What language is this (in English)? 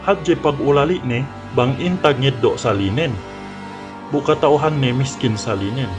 Yakan